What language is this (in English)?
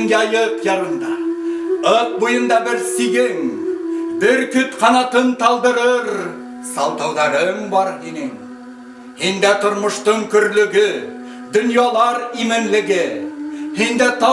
Bashkir